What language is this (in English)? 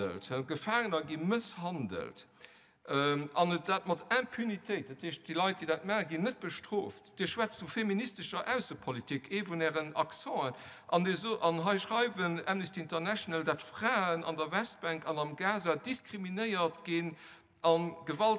Luxembourgish